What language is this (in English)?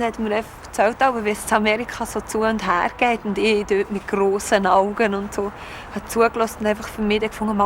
Swiss German